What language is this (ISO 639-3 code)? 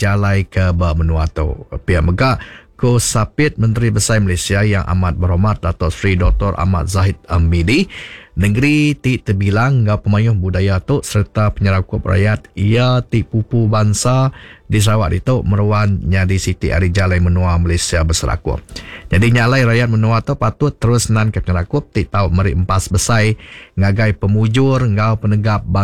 iba